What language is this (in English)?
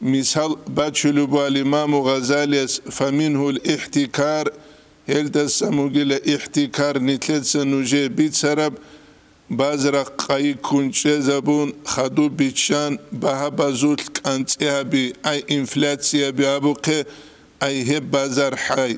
Avaric